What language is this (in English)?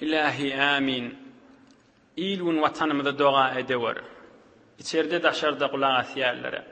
Turkmen